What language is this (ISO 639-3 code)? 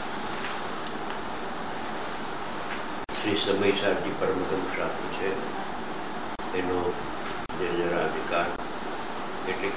guj